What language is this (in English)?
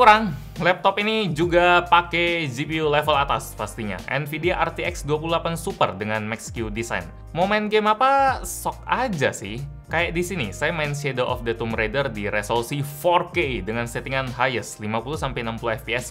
Indonesian